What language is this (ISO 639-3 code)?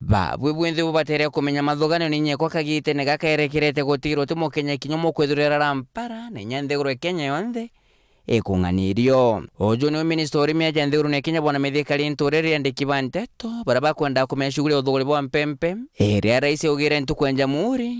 mer